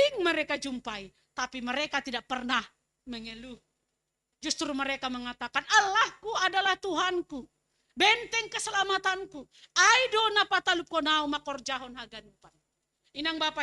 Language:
Batak Simalungun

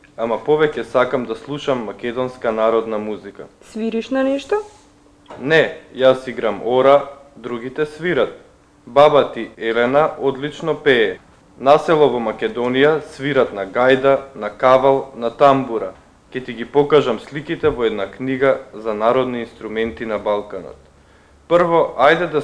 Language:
Macedonian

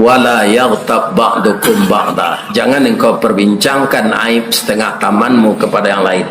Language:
Minangkabau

